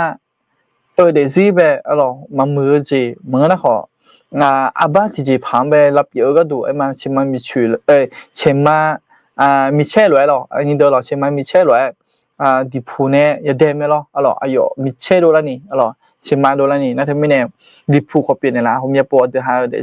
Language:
Akha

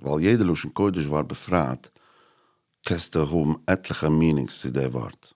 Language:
Yiddish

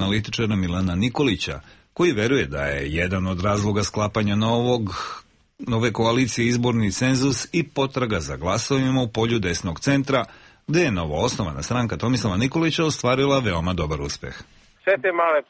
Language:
Serbian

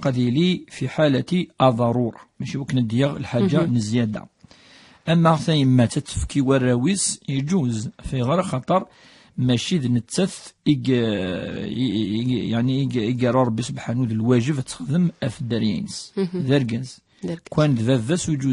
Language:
Kabyle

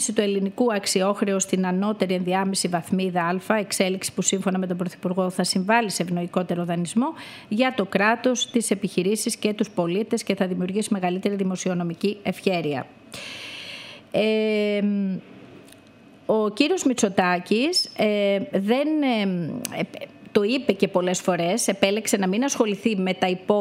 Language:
Greek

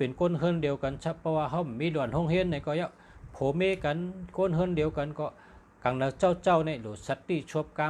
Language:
Shan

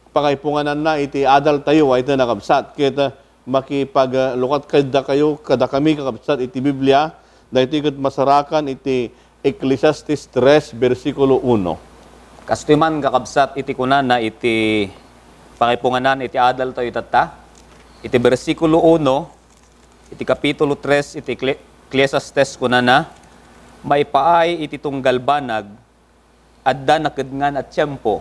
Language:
Iloko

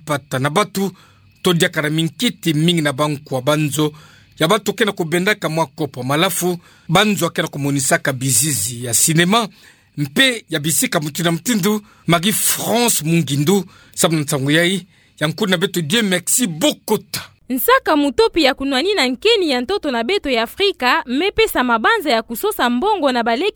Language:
Kituba (Democratic Republic of Congo)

